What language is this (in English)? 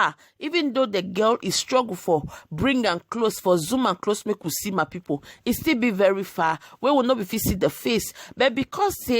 Nigerian Pidgin